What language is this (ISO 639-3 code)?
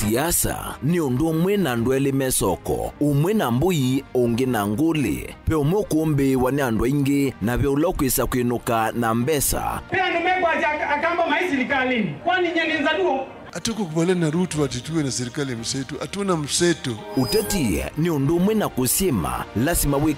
kam